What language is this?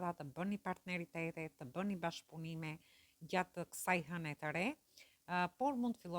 Albanian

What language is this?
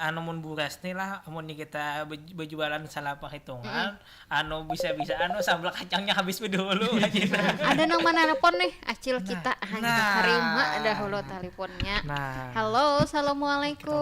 Banjar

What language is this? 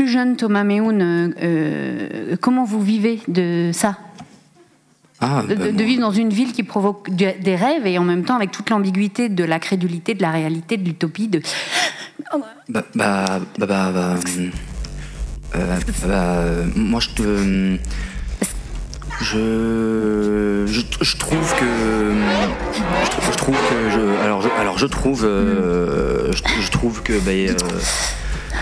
French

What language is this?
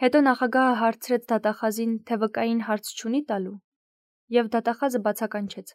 Armenian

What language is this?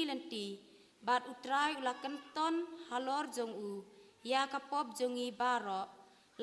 Khasi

